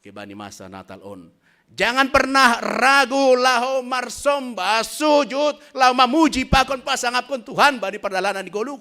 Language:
Batak Simalungun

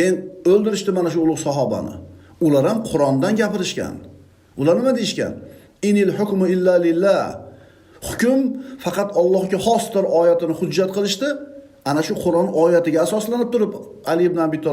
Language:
Uzbek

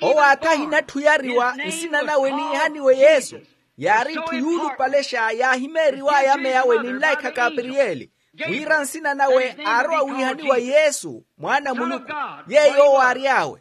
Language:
Makhuwa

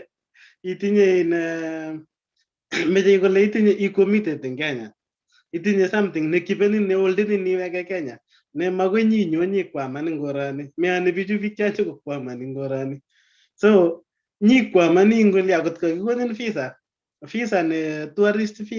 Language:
Kalenjin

